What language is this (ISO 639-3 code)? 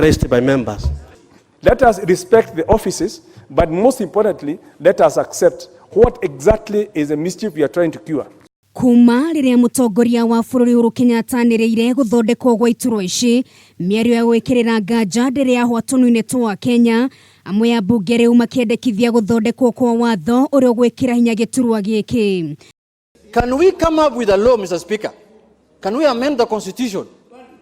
kik